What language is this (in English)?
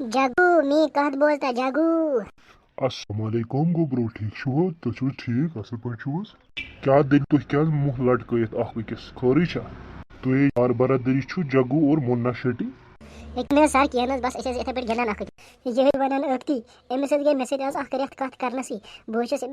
Kashmiri